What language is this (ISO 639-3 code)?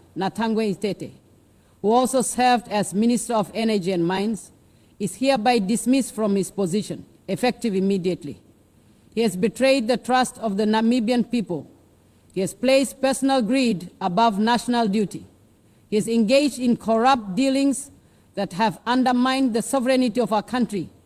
eng